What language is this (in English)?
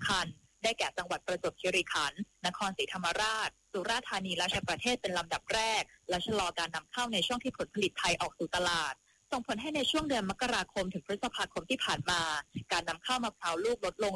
Thai